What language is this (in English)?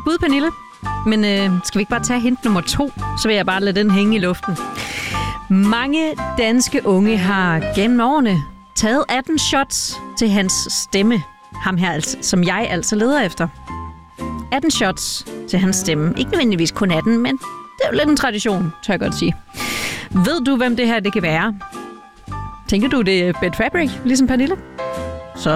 Danish